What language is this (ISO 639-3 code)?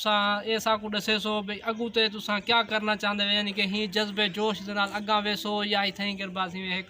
skr